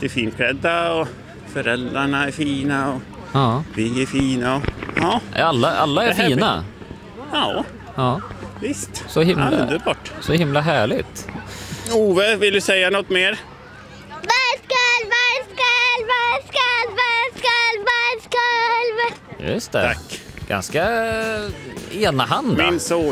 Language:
Swedish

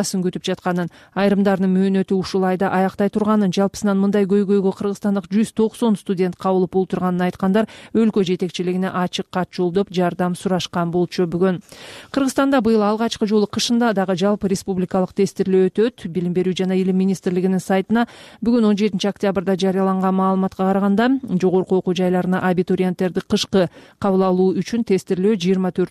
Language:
Kyrgyz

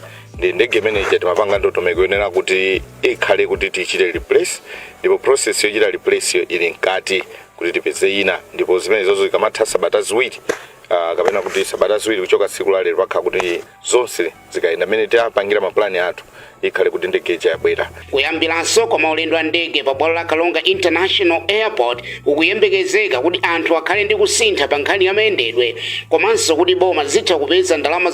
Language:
Nyanja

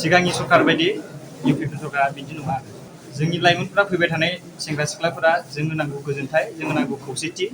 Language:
Bodo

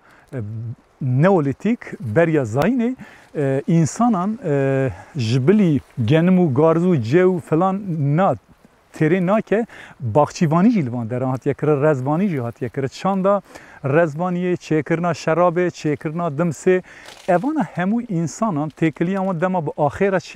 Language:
Kurdish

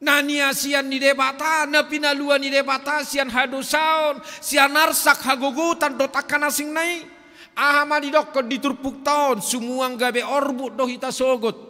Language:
Batak Toba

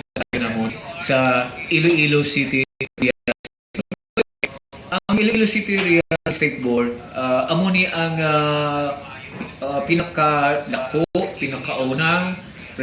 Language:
Hiligaynon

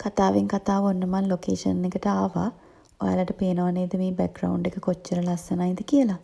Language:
Sinhala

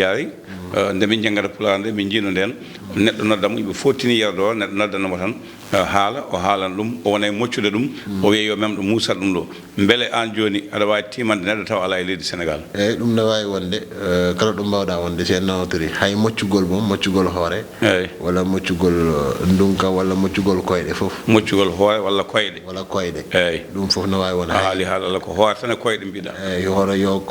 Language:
Fula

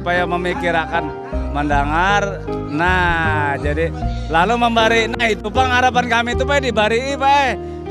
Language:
Banjar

